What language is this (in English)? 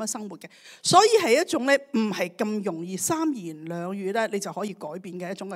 Cantonese